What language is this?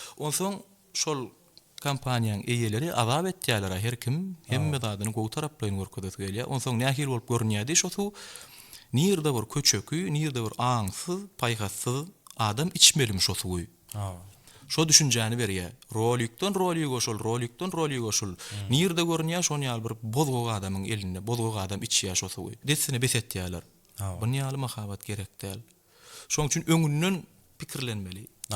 Turkmen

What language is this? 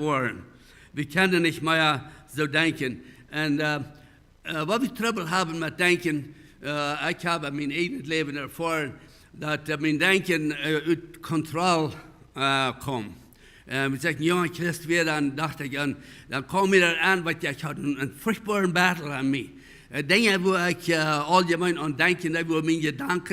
Plautdietsch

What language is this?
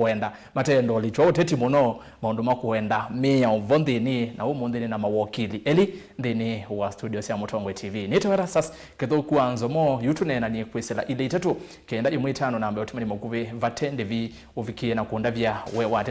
Kamba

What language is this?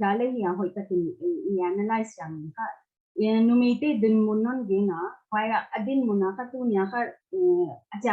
Paite Chin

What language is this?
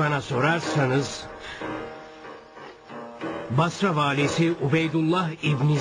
Turkish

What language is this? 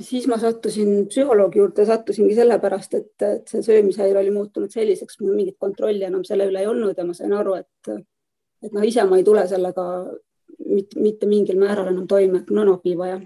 Estonian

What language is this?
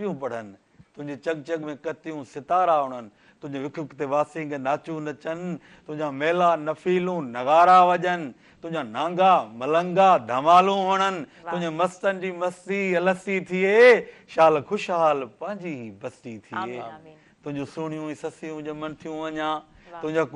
Sindhi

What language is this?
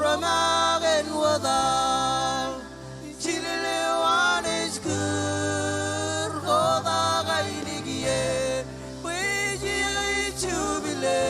Marshallese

